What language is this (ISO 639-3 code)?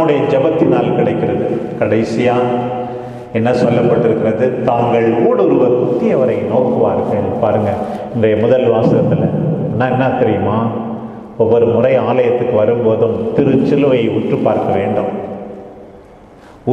tam